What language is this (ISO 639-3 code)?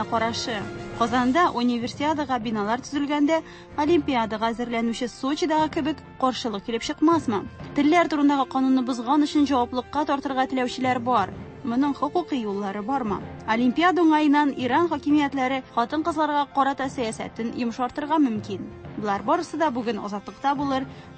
tat